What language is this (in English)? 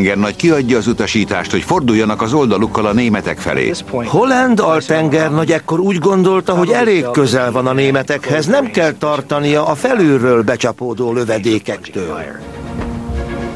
Hungarian